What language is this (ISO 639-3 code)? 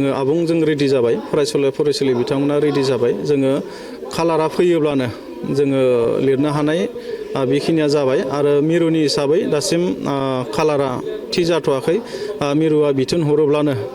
brx